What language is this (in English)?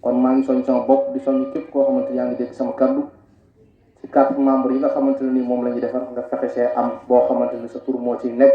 Wolof